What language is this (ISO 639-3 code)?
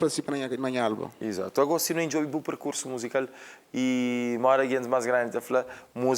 kea